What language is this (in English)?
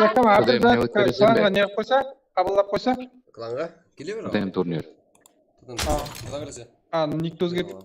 Kara-Kalpak